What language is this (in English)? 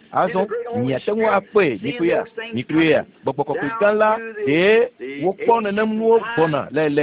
Ewe